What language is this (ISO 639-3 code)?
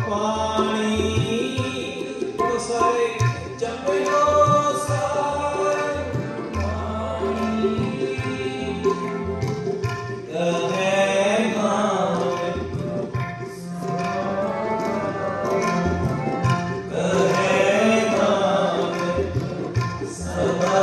pan